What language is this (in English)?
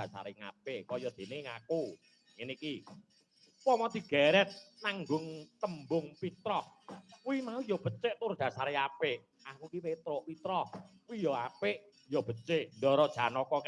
Javanese